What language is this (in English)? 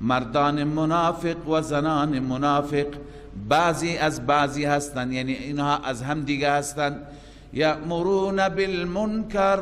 Persian